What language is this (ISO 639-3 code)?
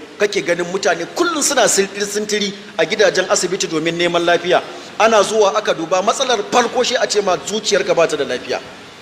hau